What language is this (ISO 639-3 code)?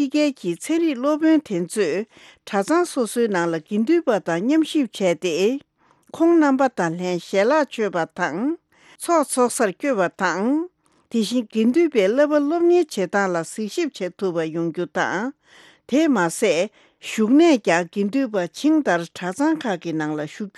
bod